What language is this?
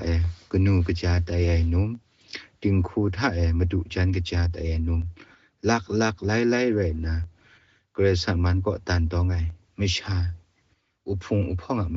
Kachin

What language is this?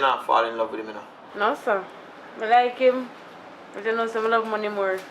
Jamaican Creole English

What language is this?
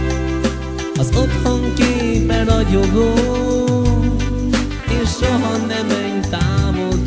Hungarian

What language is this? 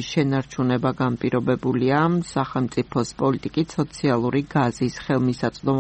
Georgian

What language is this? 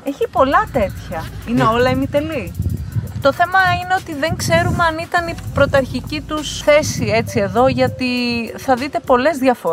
Greek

